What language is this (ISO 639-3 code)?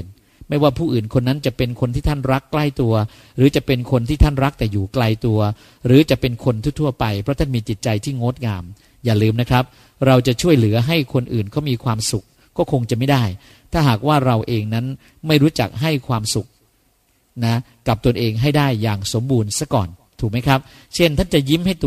tha